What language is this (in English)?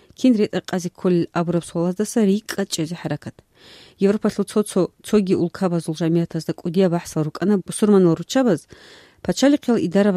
Avaric